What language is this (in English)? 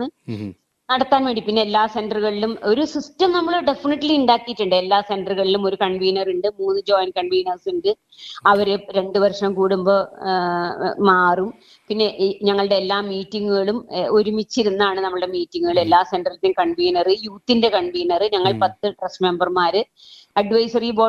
Malayalam